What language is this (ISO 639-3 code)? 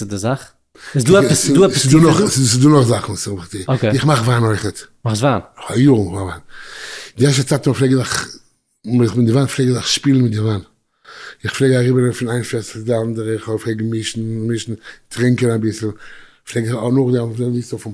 yid